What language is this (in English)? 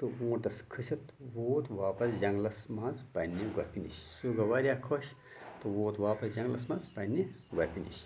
Kashmiri